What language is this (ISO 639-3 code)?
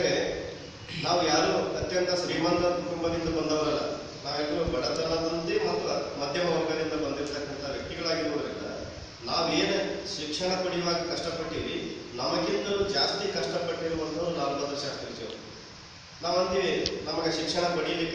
kan